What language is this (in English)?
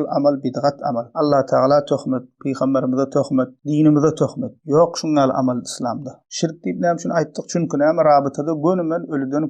Turkmen